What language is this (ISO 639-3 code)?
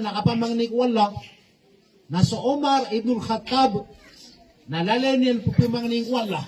mrw